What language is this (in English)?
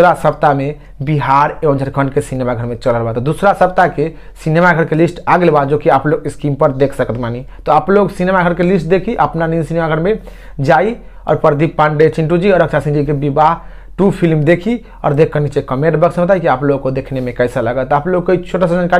Bhojpuri